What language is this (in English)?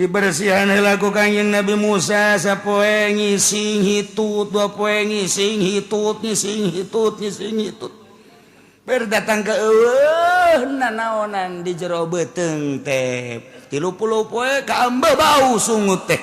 Sundanese